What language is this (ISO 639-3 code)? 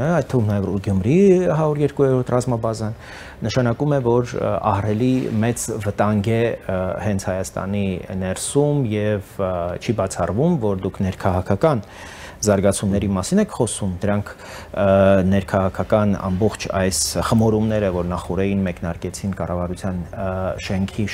hye